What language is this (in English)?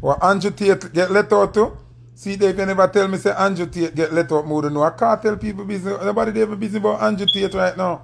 Jamaican Creole English